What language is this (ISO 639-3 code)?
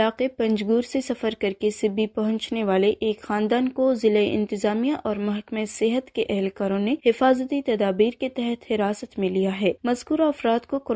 urd